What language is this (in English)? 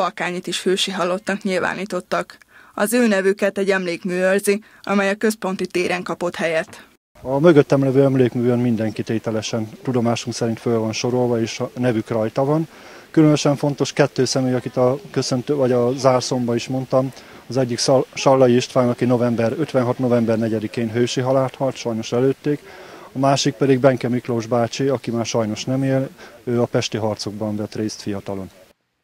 Hungarian